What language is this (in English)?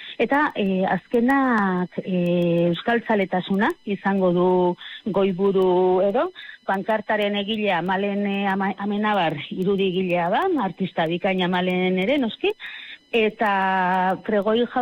Basque